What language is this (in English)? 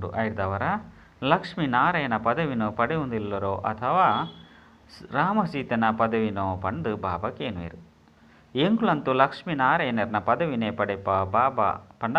Tulu